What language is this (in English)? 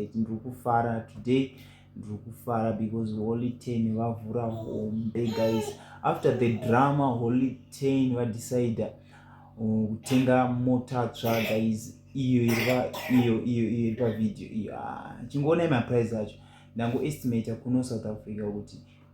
Shona